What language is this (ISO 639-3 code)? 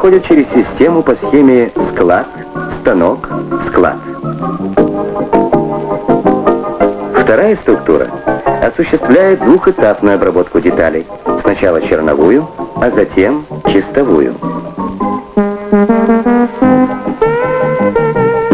rus